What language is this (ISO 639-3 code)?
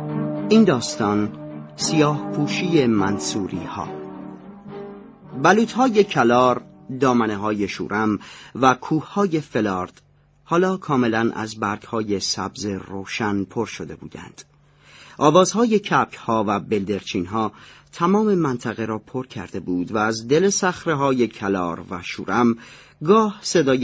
fas